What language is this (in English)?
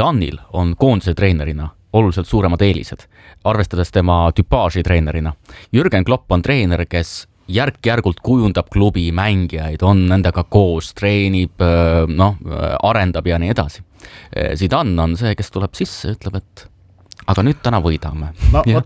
Estonian